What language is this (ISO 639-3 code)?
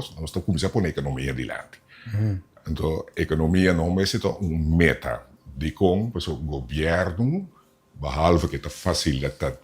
pap